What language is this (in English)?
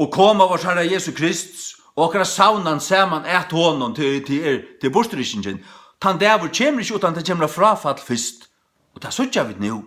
Faroese